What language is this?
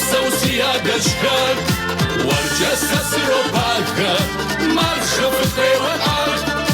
Kabardian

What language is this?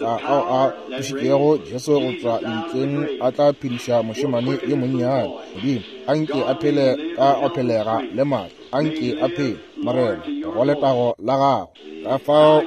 Northern Sotho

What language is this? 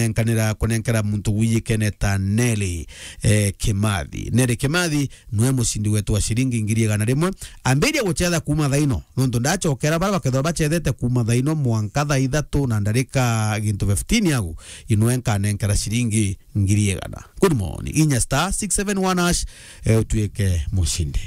Meru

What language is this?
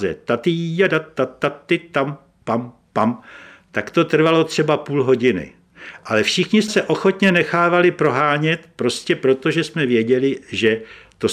Czech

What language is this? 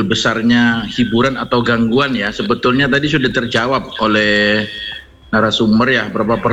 Indonesian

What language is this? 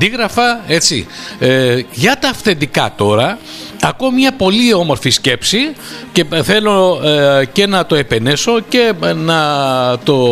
Greek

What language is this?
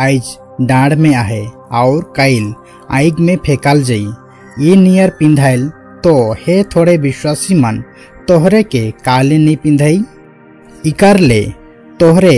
Sadri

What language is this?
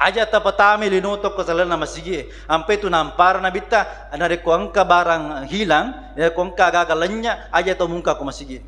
Buginese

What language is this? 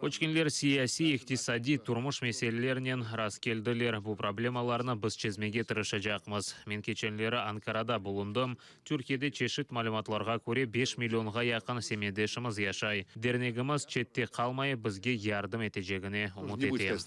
Crimean Tatar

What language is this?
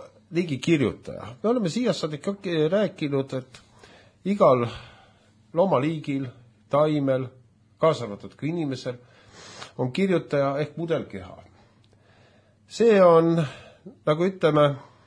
Estonian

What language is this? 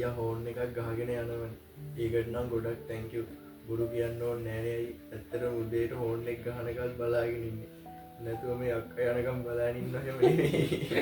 Sinhala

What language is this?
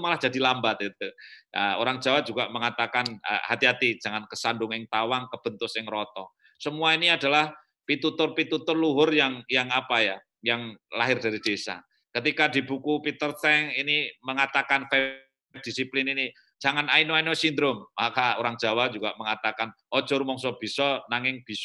Indonesian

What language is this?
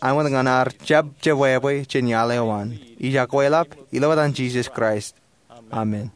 Marshallese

